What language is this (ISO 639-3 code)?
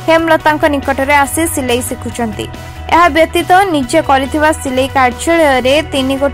ori